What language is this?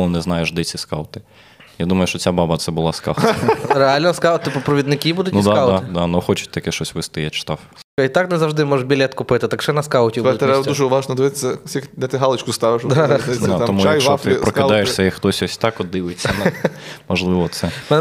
Ukrainian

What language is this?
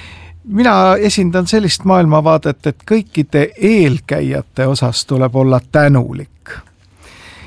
Estonian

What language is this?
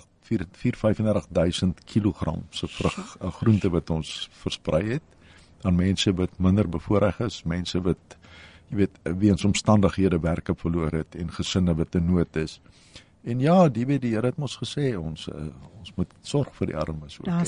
Afrikaans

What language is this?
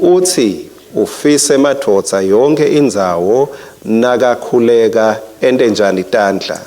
Swati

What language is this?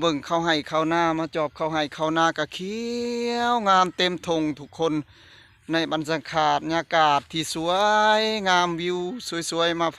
Northeastern Thai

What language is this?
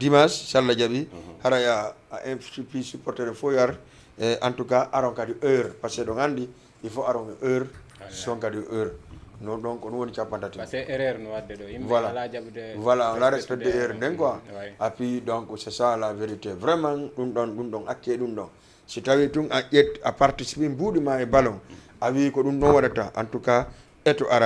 Fula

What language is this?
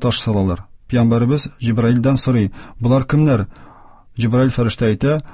Tatar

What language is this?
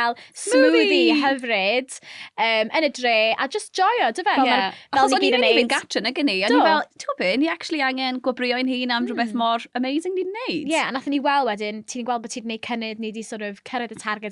Welsh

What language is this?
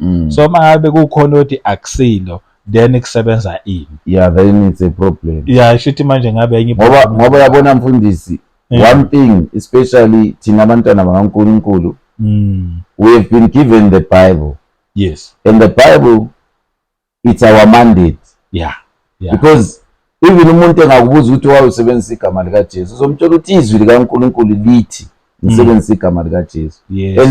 Zulu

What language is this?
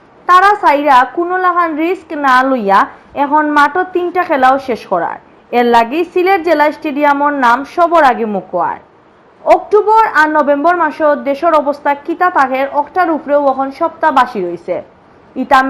Sylheti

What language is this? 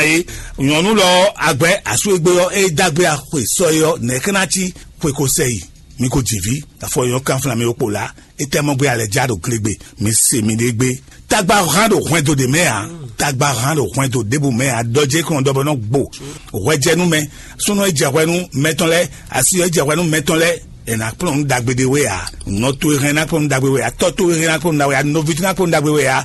Fon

